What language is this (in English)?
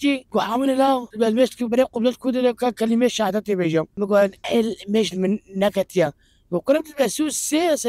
Kurdish